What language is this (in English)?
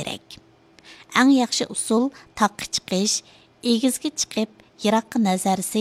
Uyghur